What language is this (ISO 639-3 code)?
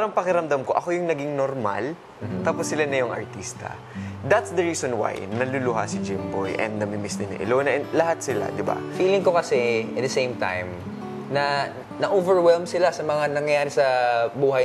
fil